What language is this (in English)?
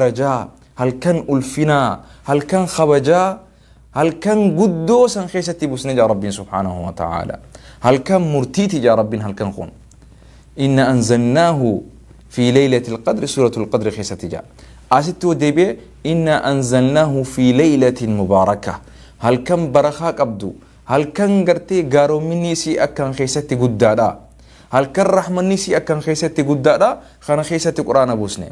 Oromo